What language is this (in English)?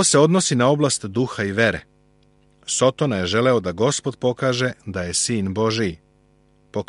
Serbian